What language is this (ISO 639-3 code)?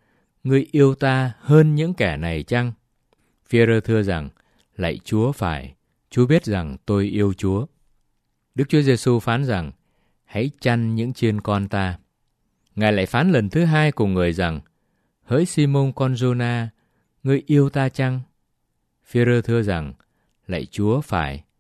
vie